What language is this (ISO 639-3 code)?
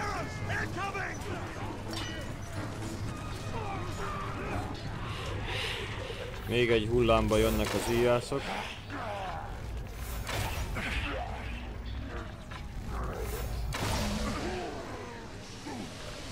hun